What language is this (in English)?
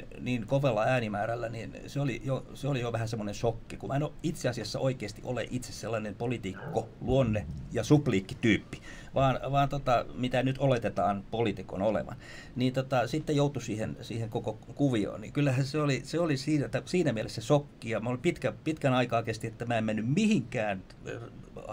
Finnish